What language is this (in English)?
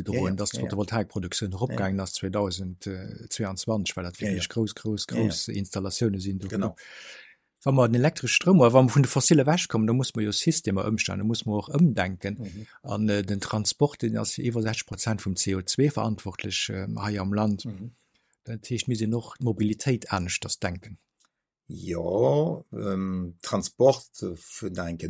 Luxembourgish